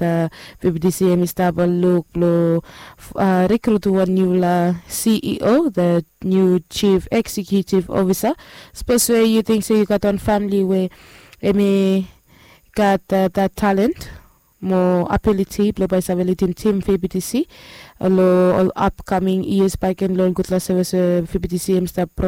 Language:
Bislama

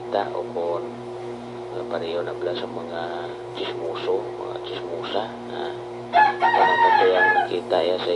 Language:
Hiligaynon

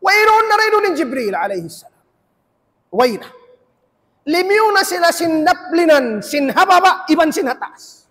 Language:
Tausug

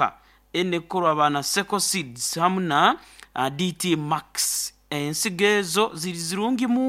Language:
Nyoro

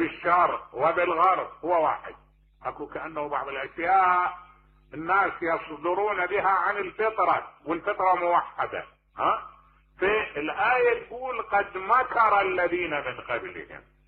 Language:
Mesopotamian Arabic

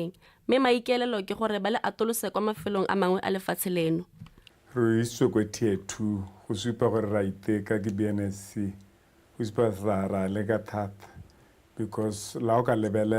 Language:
Tswana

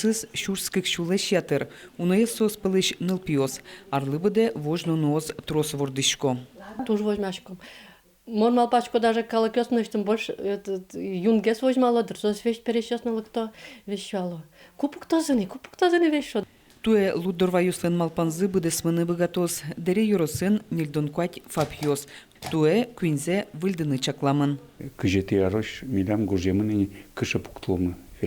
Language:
Udmurt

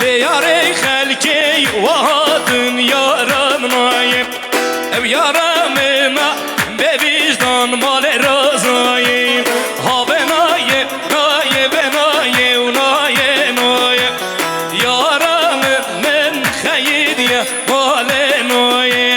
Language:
Kurdish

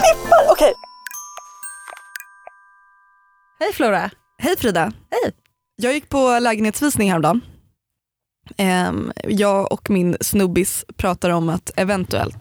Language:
Swedish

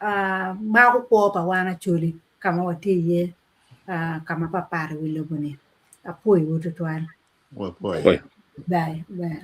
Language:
Acoli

